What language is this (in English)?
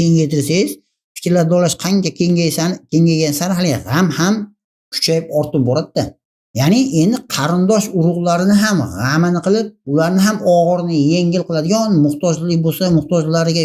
Uzbek